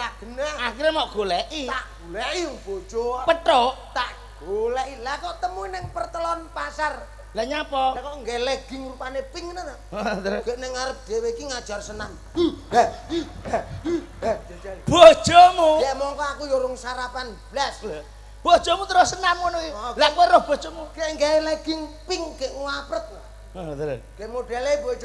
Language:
Javanese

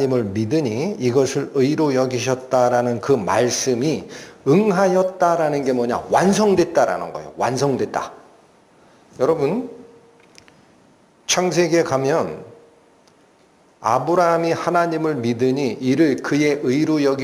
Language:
Korean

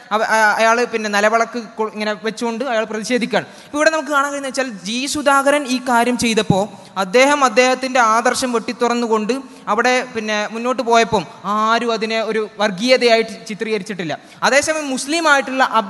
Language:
Malayalam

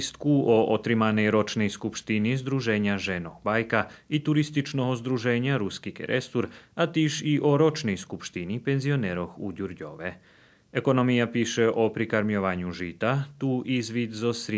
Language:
Rusyn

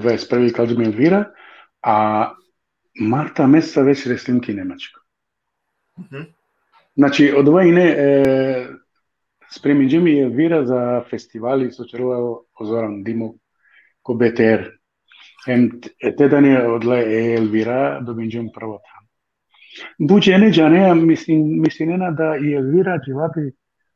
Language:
Balkan Romani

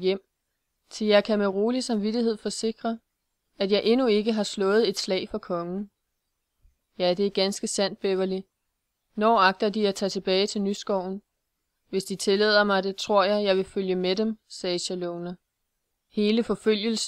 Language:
Danish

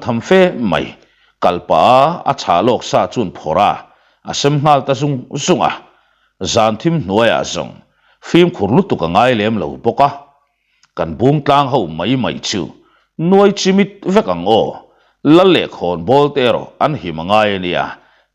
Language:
Mizo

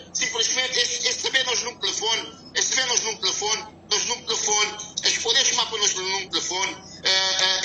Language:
Kabuverdianu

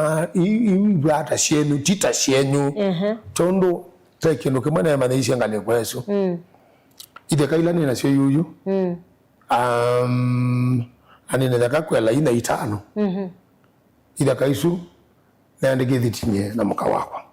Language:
Kamba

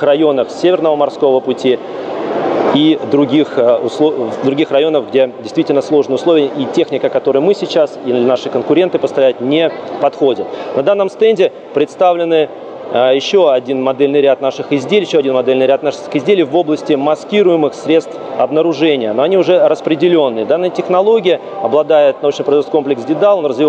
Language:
Russian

